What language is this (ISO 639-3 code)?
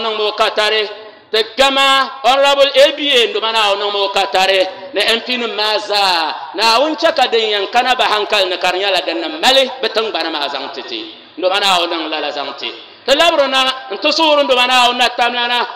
dag